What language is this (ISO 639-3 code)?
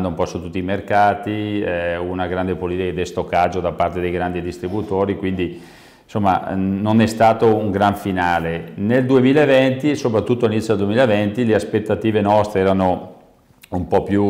ita